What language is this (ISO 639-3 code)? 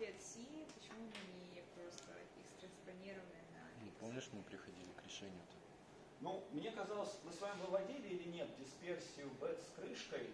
rus